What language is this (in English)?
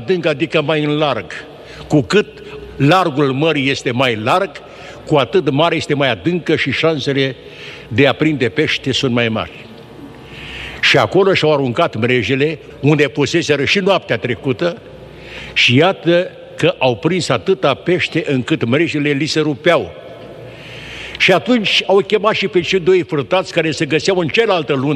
Romanian